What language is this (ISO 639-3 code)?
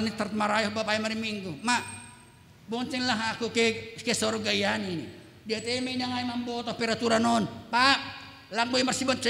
bts